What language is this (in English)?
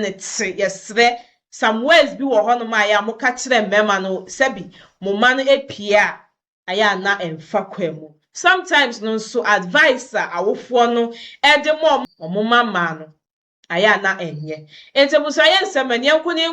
Akan